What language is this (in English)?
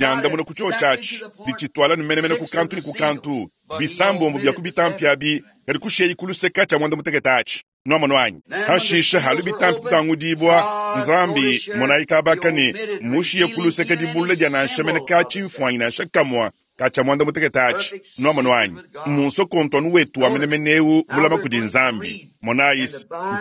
Luba-Lulua